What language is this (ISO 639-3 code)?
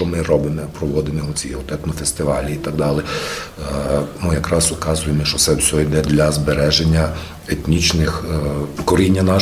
rue